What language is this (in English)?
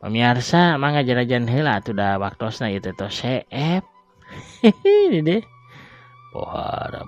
Sundanese